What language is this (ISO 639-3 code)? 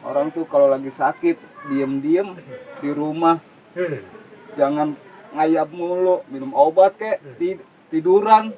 bew